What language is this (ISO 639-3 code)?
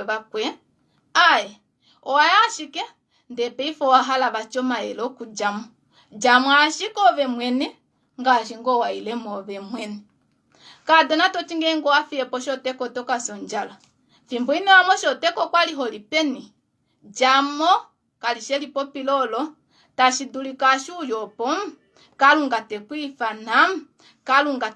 kua